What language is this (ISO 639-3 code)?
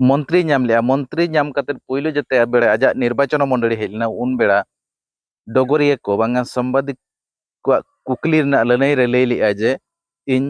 sat